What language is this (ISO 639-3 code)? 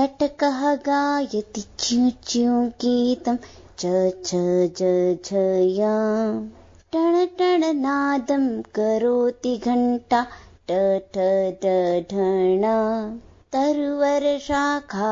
san